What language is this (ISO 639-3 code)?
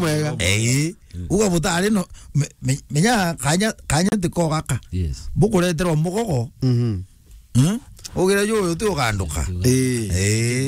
mer